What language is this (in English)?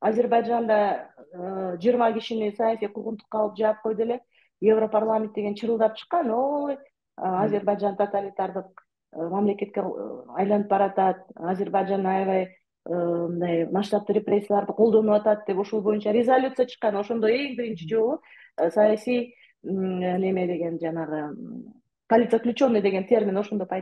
Kyrgyz